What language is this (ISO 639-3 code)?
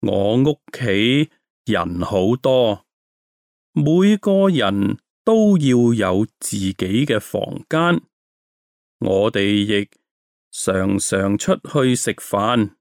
yue